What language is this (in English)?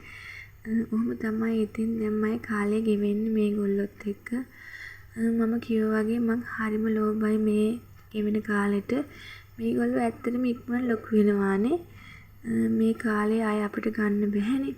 Sinhala